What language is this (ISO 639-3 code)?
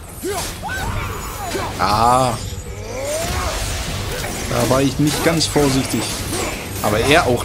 deu